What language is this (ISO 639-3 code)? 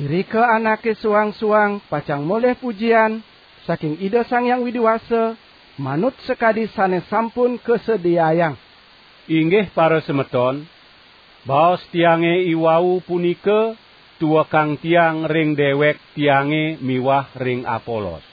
ban